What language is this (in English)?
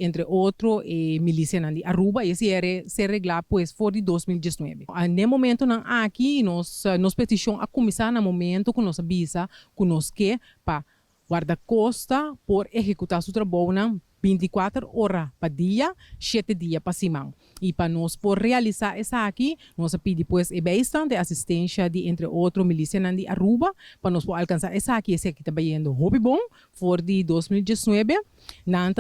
Papiamento